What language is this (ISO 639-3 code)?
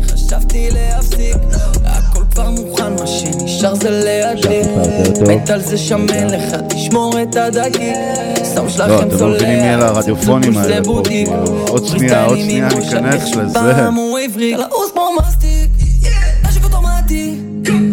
heb